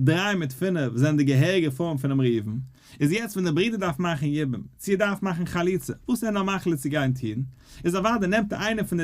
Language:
Yiddish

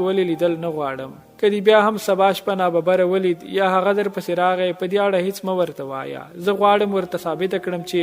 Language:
Pashto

